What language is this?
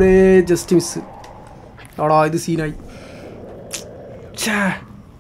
Malayalam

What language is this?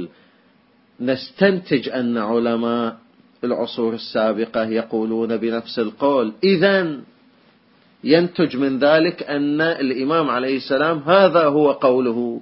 Arabic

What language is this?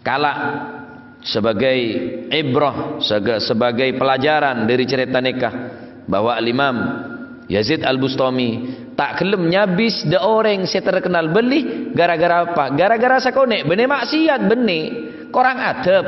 Madurese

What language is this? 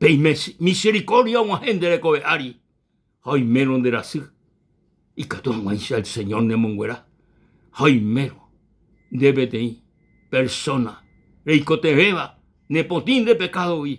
Guarani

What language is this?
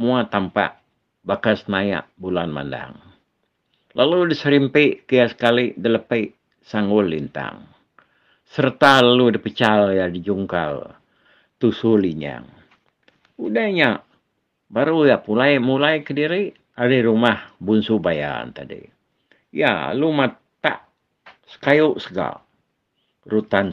Iban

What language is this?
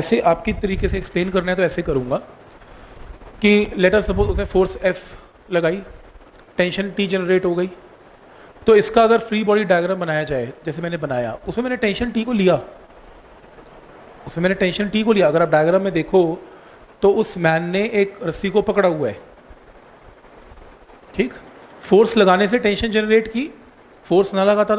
Hindi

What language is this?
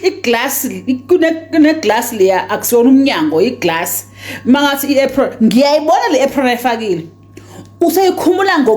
Zulu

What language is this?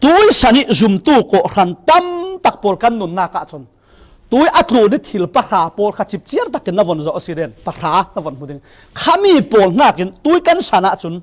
Falam Chin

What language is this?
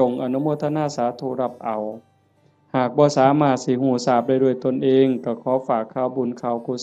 Northeastern Thai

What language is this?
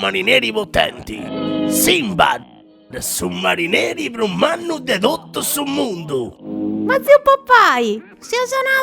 Sardinian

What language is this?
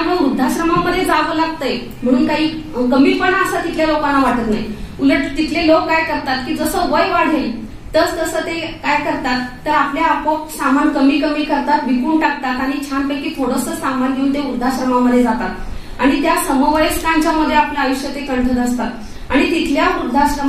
Marathi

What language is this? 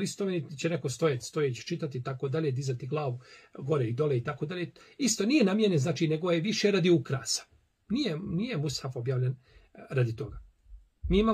Bosnian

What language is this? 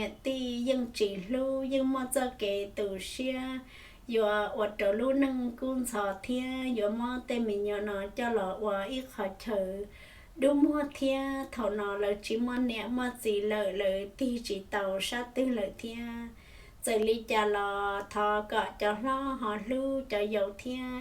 Hmong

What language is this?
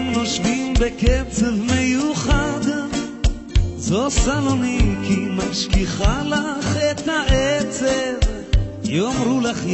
Hebrew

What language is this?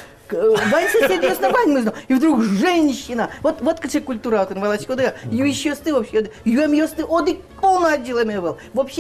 Udmurt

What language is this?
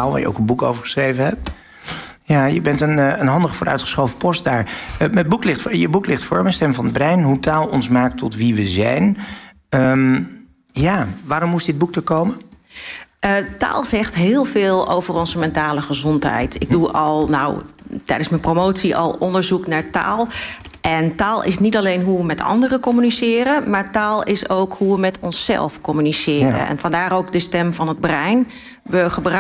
Dutch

